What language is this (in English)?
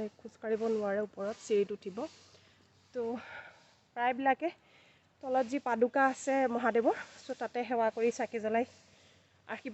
Assamese